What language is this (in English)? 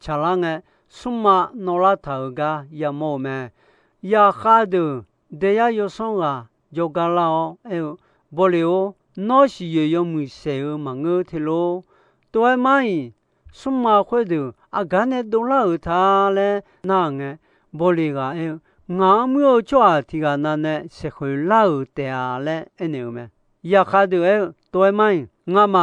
Akha